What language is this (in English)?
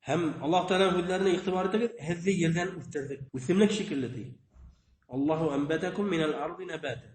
Bashkir